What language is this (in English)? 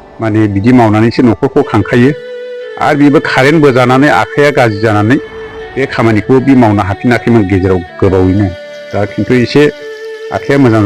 Bodo